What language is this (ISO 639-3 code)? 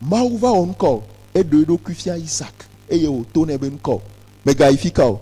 ewe